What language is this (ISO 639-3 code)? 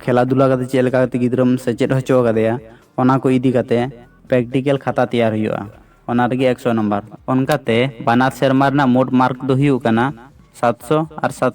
sat